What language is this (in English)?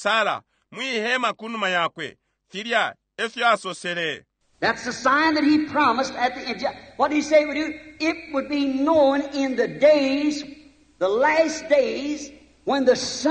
Bemba